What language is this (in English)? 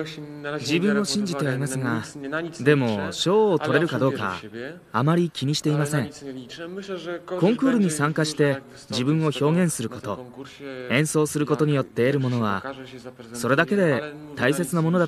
Japanese